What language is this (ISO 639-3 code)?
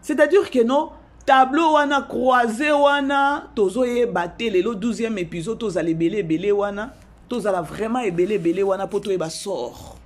lin